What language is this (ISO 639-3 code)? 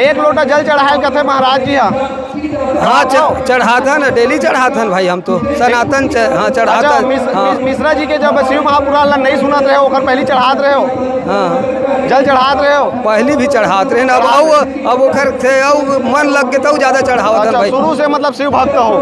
hne